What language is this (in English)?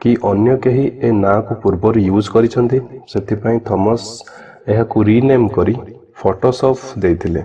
Odia